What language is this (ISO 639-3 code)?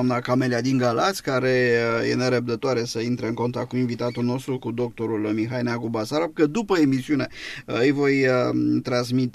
ron